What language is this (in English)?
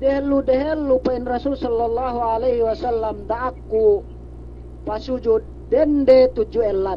Yakan